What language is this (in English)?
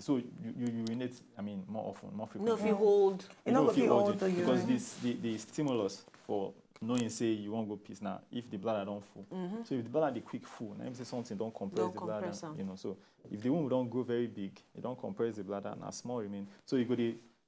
Nigerian Pidgin